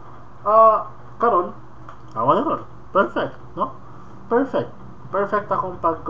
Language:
Cebuano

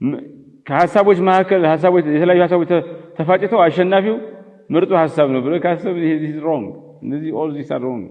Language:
Amharic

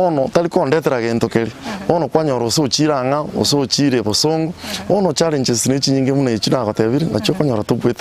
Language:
Gusii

